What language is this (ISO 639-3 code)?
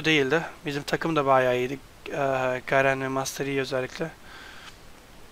tur